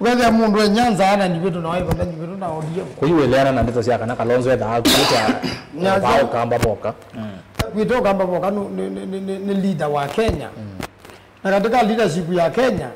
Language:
Kamba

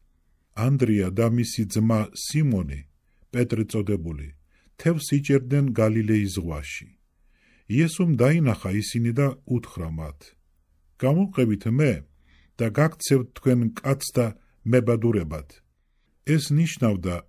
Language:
Georgian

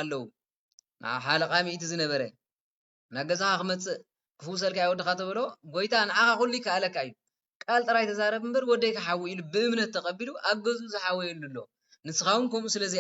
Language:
Tigrinya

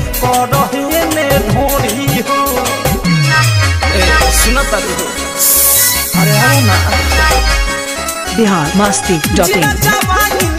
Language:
Bhojpuri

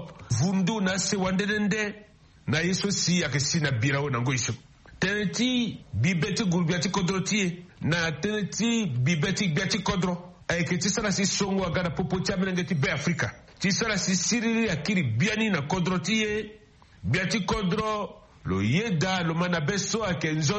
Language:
Sango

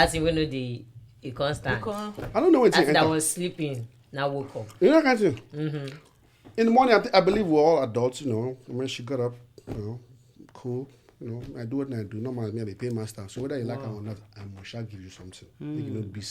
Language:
Nigerian Pidgin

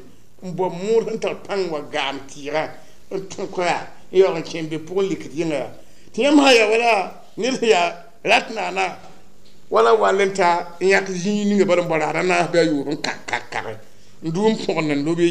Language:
Mossi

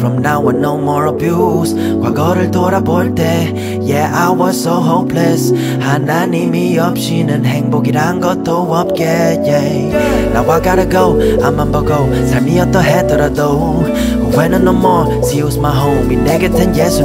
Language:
Korean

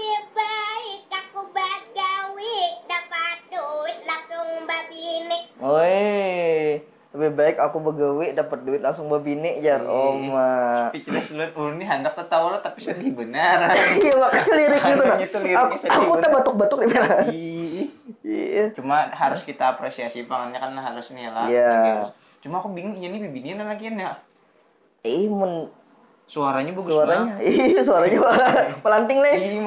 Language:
Banjar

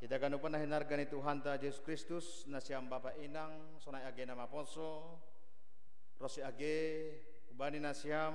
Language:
Batak Simalungun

